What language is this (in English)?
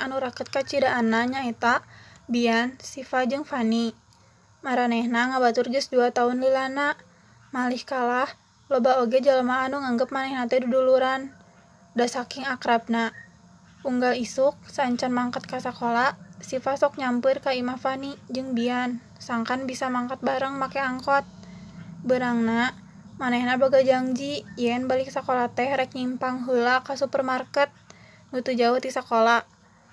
Sundanese